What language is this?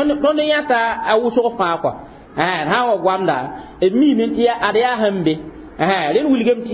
Mossi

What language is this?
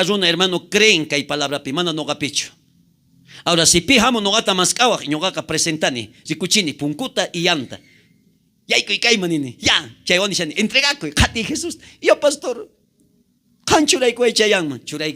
South Bolivian Quechua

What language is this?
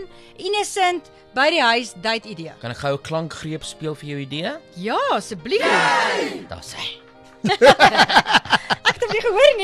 Afrikaans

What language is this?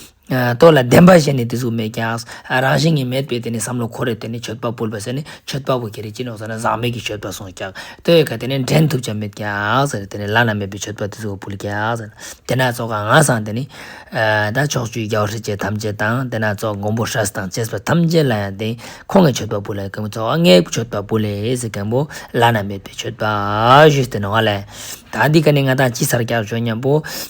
Ladakhi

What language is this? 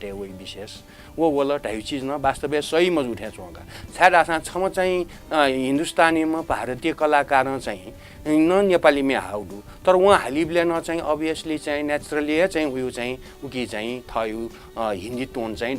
Newari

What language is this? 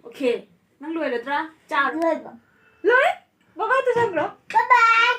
Manipuri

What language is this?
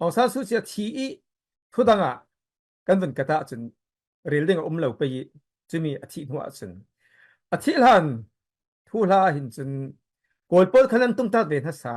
Falam Chin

